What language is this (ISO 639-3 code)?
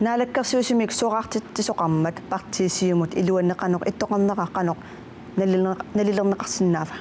kal